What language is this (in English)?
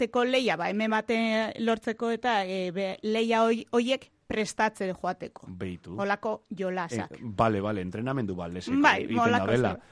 Basque